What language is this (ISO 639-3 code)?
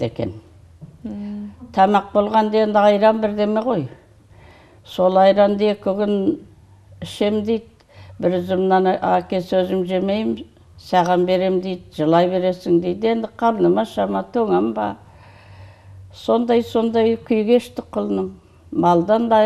kaz